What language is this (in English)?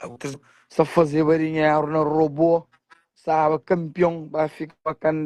Kabuverdianu